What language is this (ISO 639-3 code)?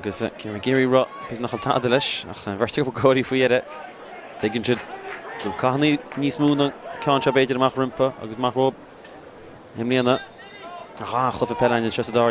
gle